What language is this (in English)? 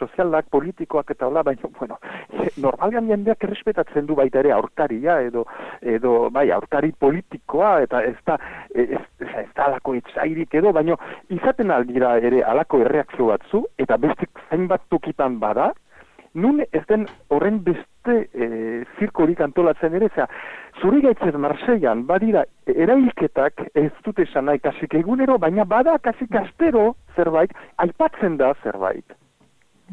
Basque